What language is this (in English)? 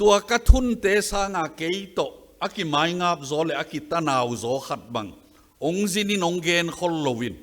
Tedim Chin